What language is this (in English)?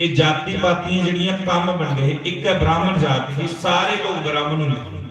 Dogri